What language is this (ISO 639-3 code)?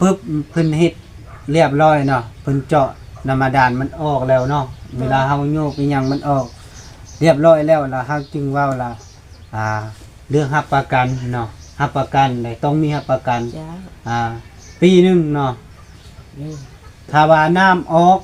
lao